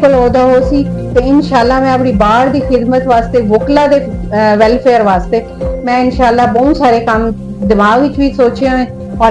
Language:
Saraiki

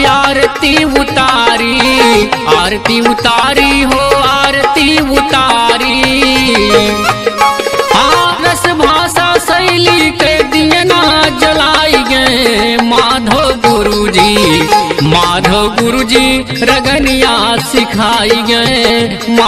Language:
Bhojpuri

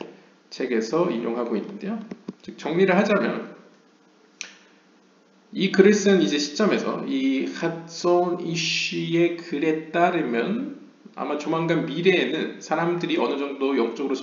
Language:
Korean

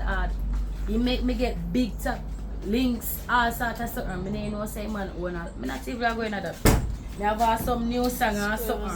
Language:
Jamaican Creole English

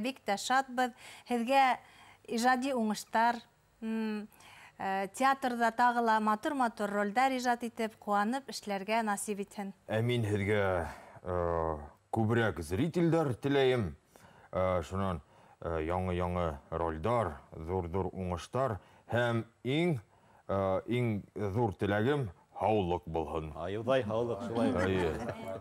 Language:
Bashkir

